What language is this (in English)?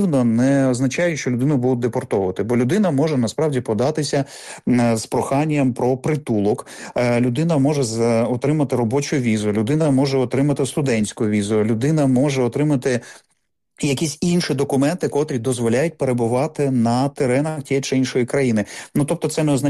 Ukrainian